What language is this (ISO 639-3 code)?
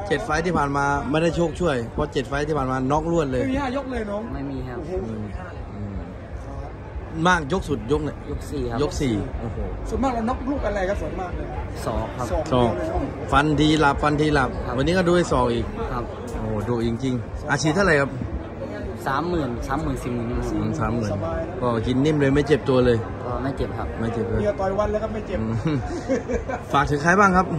tha